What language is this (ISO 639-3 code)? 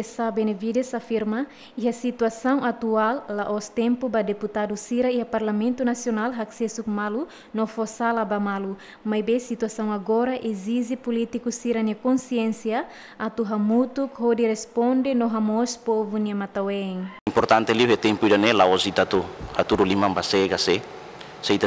tet